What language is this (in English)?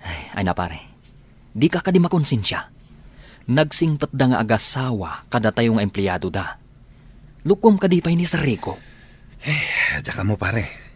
Iloko